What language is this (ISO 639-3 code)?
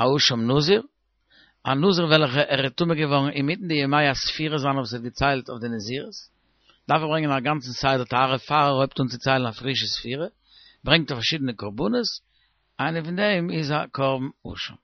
yid